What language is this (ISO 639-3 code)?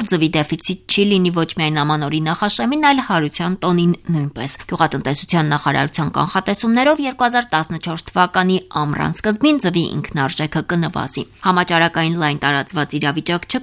hye